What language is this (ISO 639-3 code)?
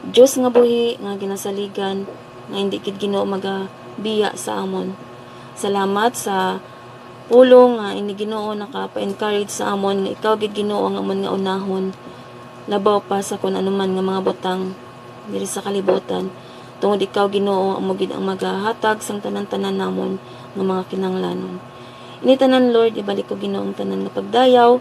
hil